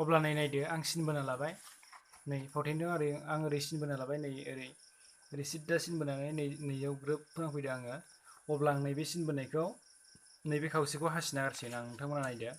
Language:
Bodo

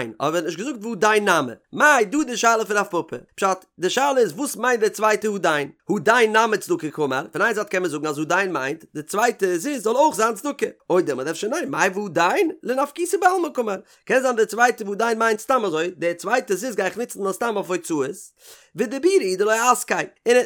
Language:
Yiddish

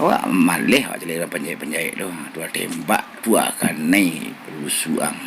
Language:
Minangkabau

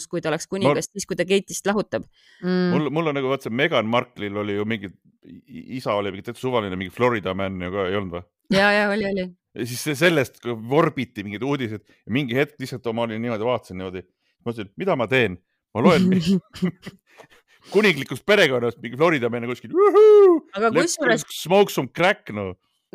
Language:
Estonian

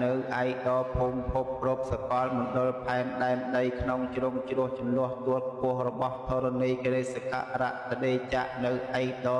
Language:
Khmer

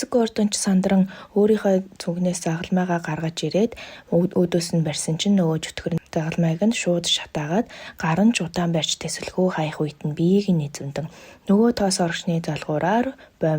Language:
Mongolian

